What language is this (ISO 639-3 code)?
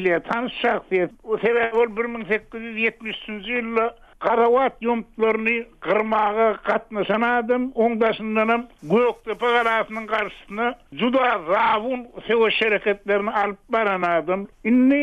tuk